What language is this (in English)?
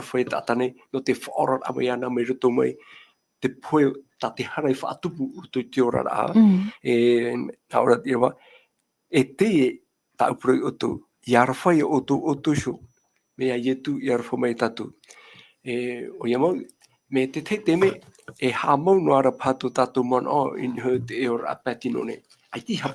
Tahitian